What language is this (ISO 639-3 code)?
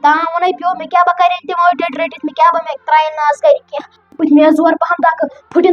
kas